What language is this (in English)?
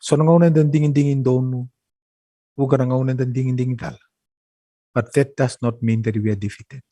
Fijian